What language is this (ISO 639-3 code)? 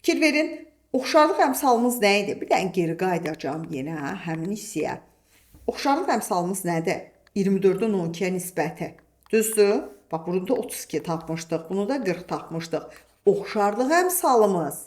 aze